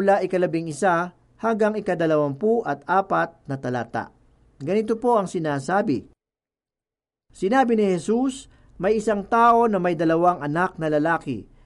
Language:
Filipino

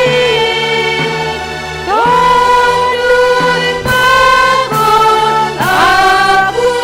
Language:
Batak Simalungun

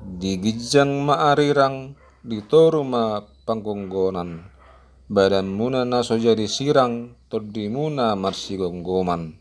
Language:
Batak Toba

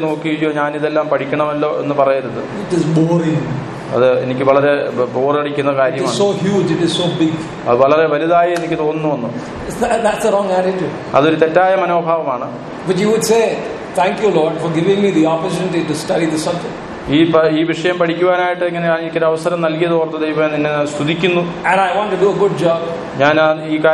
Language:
Malayalam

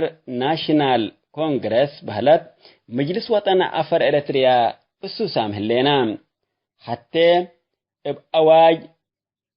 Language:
Tigre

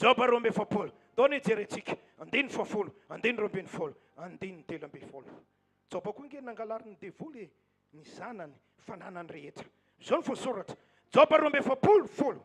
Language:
Malagasy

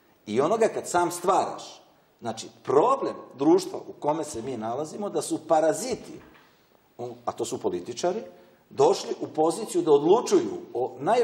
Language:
Serbian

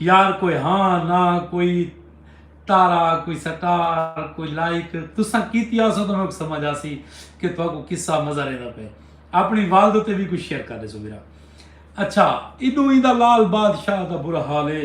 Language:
Saraiki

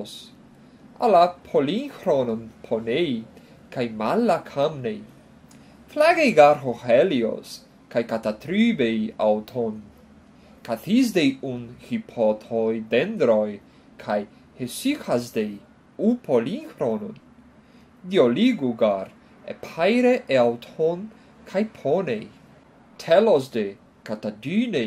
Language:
Portuguese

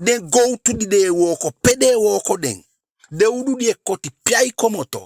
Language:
Eastern Maroon Creole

